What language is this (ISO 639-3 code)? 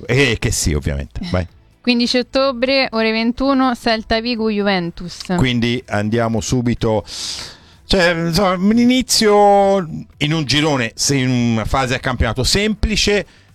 ita